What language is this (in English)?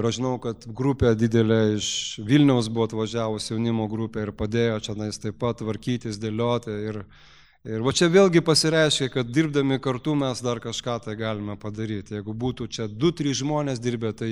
Lithuanian